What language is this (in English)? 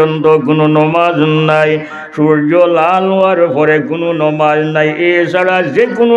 Sylheti